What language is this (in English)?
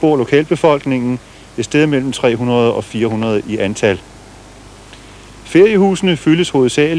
Danish